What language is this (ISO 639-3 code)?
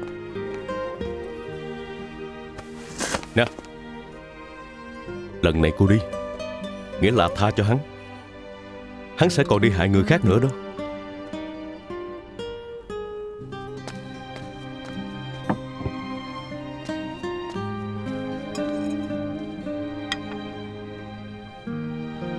vie